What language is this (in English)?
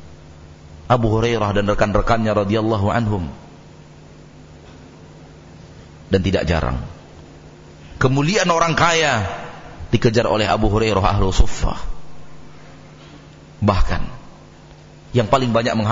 Indonesian